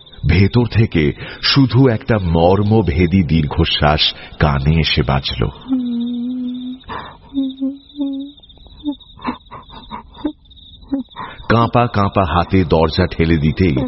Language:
Bangla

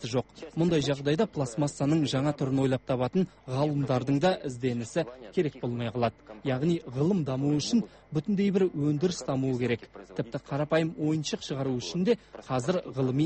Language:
Kazakh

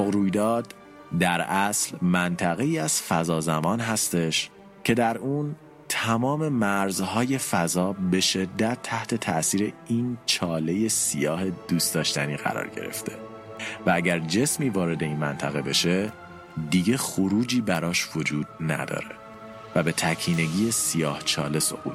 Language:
Persian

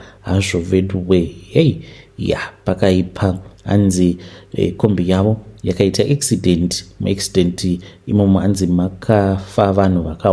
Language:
Shona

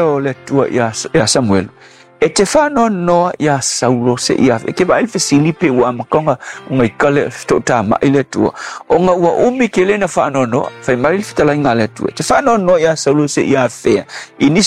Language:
Samoan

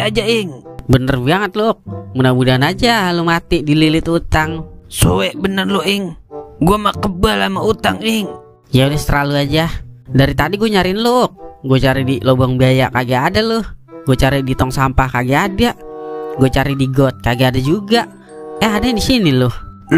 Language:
Betawi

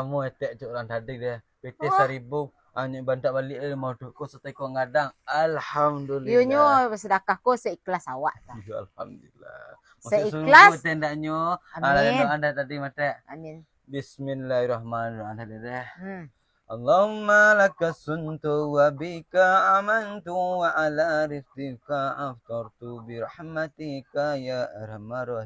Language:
Minangkabau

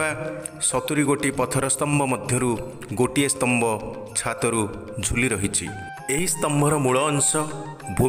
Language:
Odia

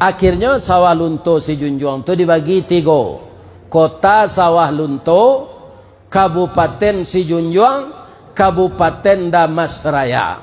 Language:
Minangkabau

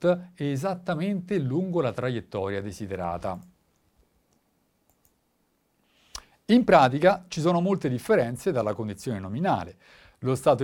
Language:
Italian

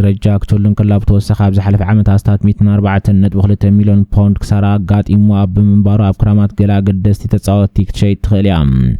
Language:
Tigrinya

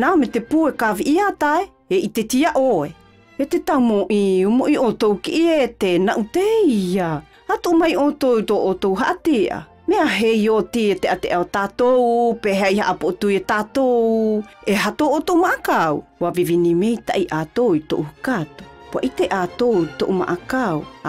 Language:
South Marquesan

